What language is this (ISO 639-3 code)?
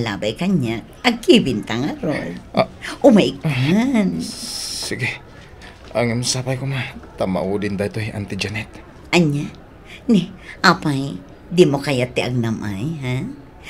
ilo